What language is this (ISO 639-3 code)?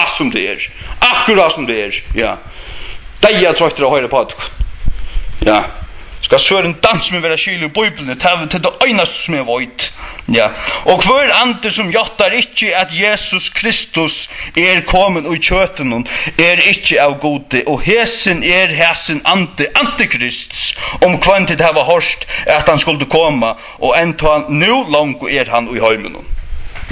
fao